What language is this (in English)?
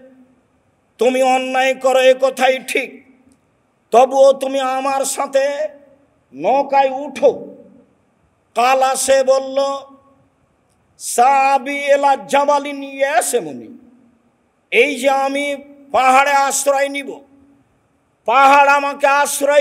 Bangla